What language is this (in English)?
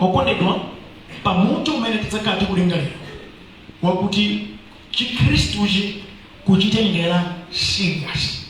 Nyanja